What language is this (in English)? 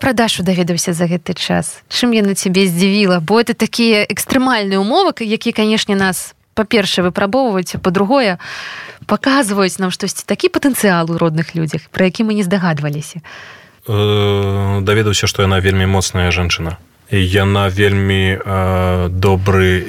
Belarusian